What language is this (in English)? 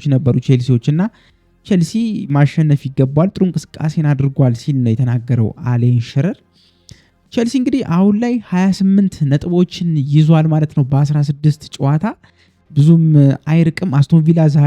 Amharic